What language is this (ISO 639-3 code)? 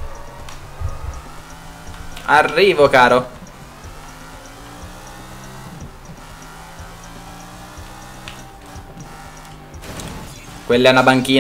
ita